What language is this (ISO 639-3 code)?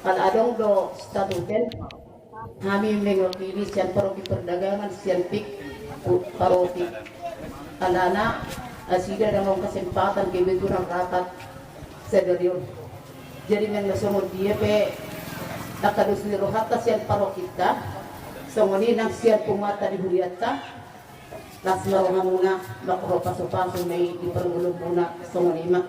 bbc